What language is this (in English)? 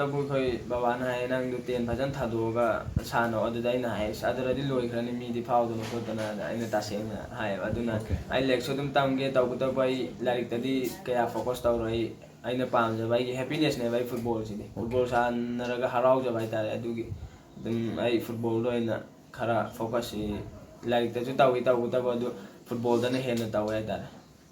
Manipuri